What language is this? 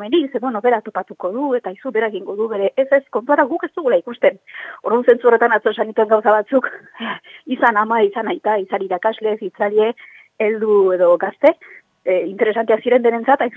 Basque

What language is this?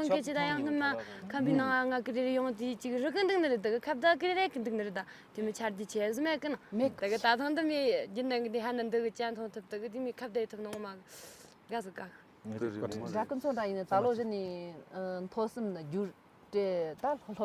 Tibetan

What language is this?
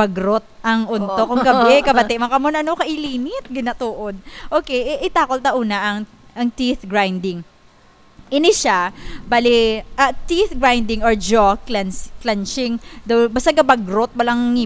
Hiligaynon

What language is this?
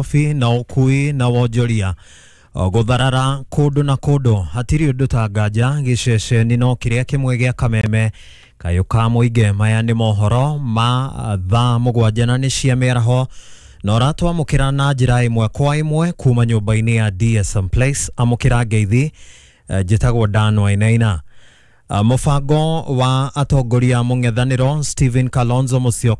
Kikuyu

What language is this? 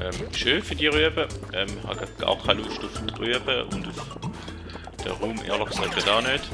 Swiss German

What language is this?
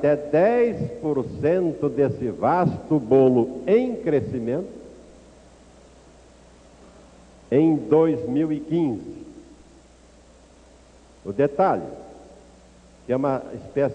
Portuguese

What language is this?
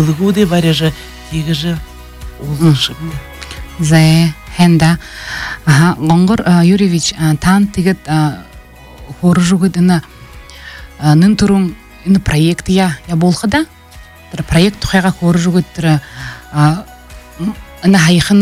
Buriat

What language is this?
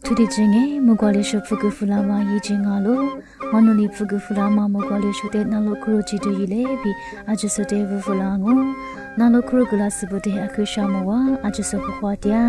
Lisu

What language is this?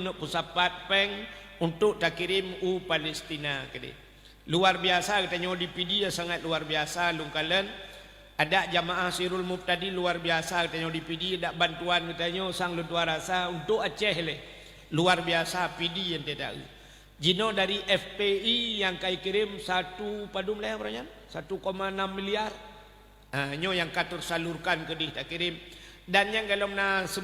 Achinese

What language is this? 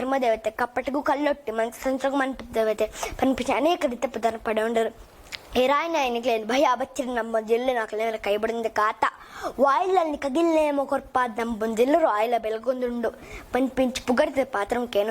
Tulu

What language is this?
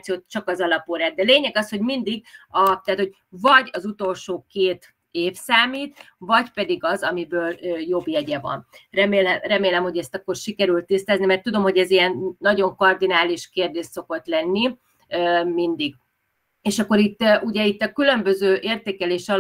Hungarian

